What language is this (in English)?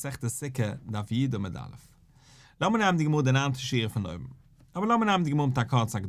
Yiddish